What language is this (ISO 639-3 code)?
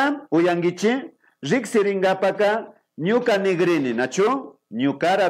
qvi